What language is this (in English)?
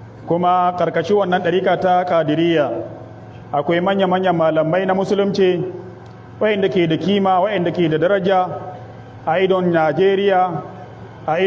Hausa